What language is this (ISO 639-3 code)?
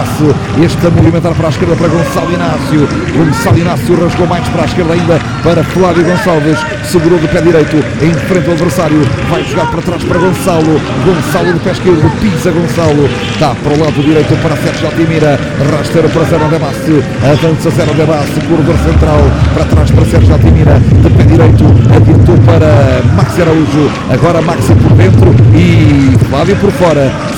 por